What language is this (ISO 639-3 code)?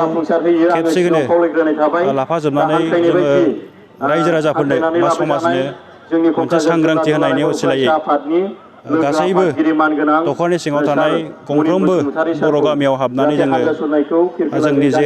brx